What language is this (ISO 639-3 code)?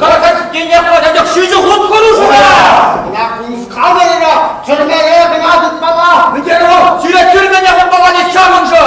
chv